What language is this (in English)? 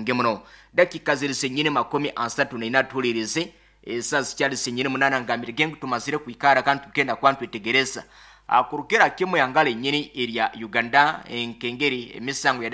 Nyoro